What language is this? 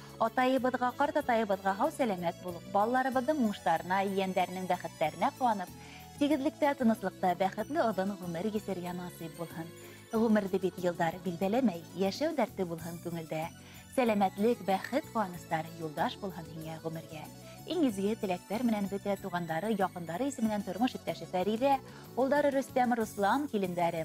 Bashkir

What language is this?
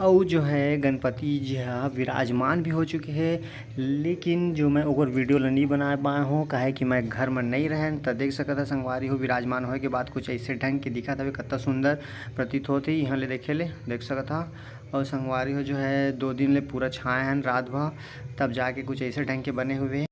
Chhattisgarhi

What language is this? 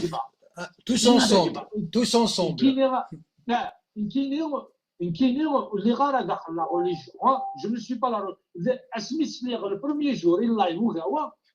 Kabyle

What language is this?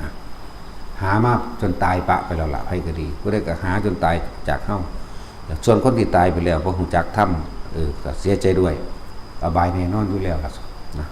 Northeastern Thai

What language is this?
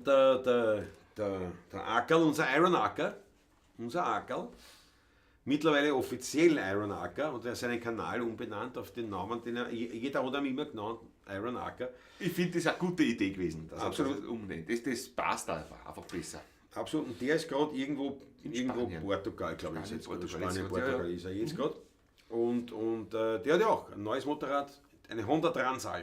Bavarian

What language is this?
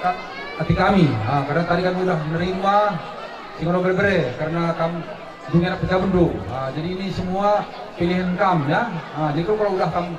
Batak Karo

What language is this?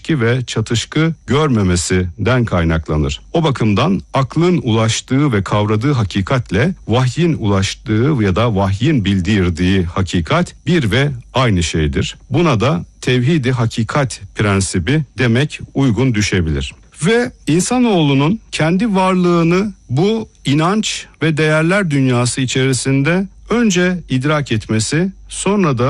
Turkish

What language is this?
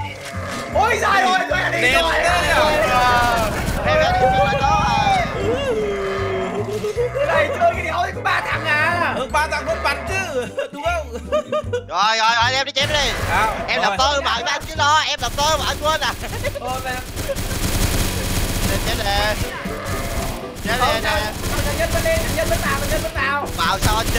Vietnamese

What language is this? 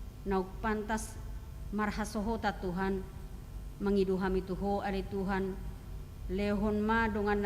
Batak Toba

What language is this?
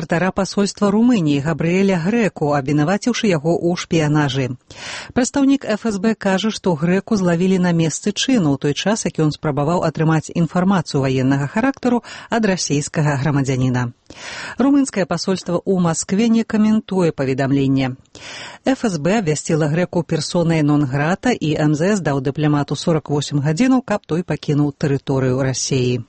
Belarusian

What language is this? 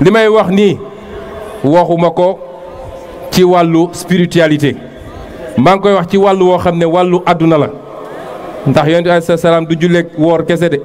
Wolof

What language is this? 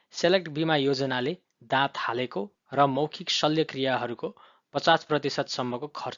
Nepali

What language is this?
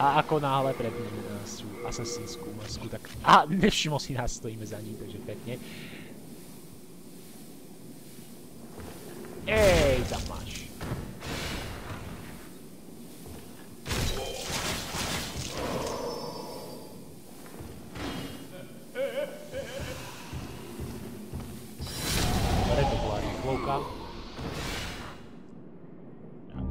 Slovak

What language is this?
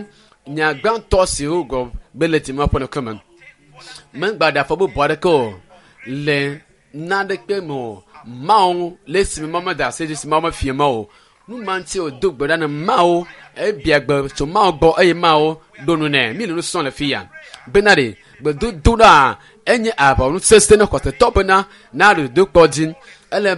Ewe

